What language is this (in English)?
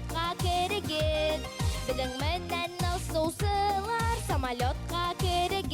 Bashkir